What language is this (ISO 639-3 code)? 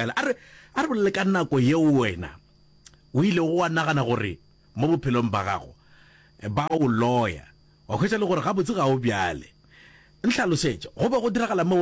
nso